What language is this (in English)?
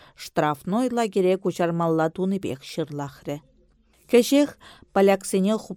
Chuvash